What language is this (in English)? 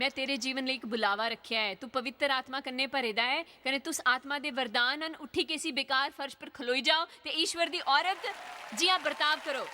Dogri